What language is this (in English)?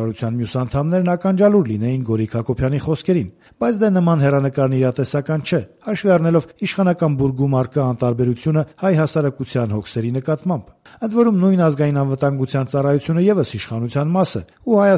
Armenian